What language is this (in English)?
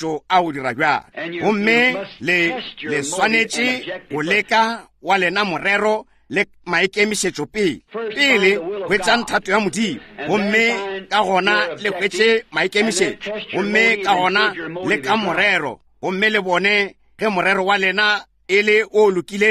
Northern Sotho